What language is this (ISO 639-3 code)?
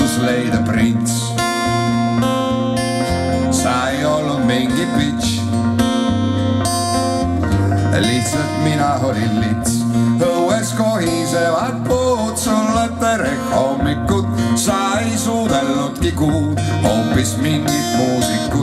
est